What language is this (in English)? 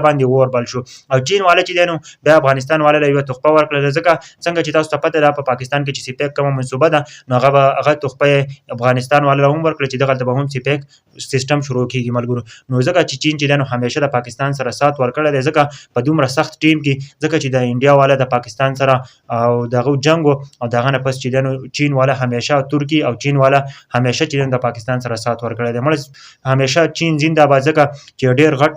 Pashto